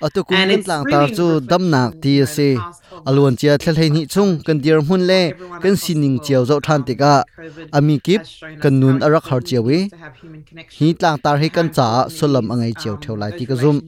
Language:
Hakha Chin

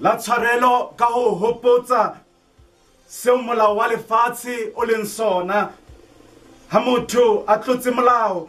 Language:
Southern Sotho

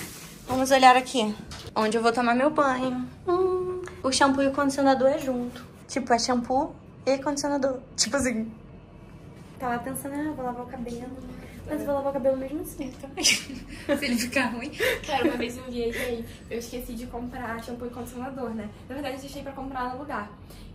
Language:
Portuguese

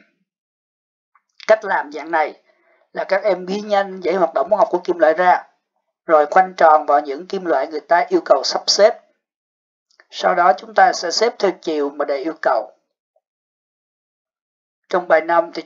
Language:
Vietnamese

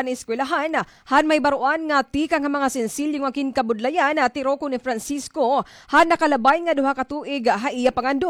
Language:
Waray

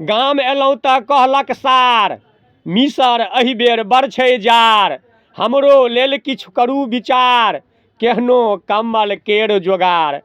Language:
Maithili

